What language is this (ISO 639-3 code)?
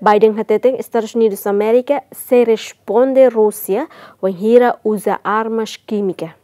tet